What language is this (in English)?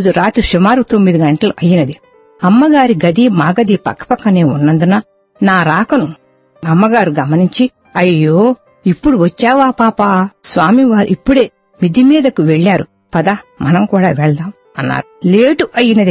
Telugu